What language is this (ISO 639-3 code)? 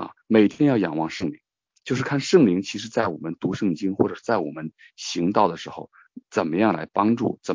zho